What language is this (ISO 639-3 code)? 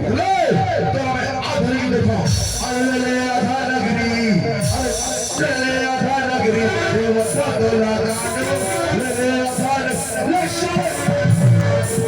hne